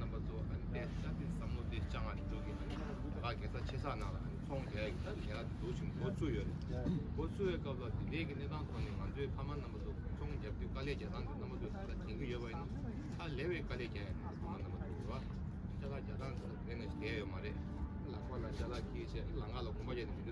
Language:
Tibetan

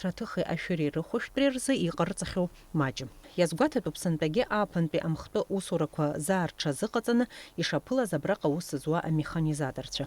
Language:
Abkhazian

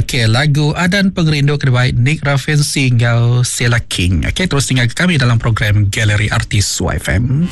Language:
Iban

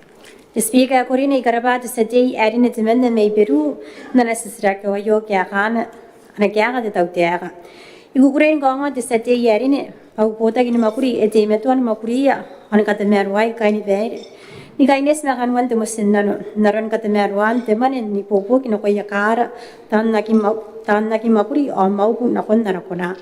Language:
Gilbertese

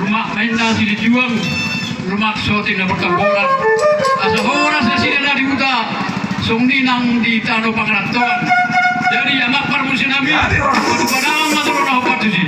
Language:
Batak Toba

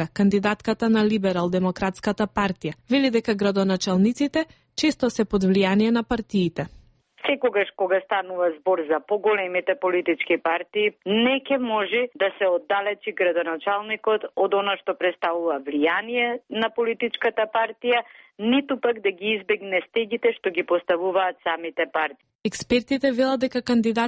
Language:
Macedonian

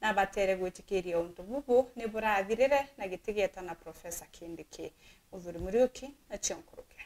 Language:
Meru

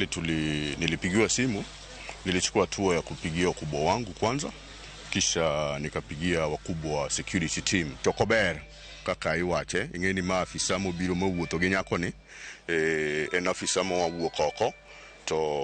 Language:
Luo (Kenya and Tanzania)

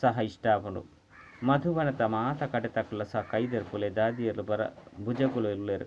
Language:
Tulu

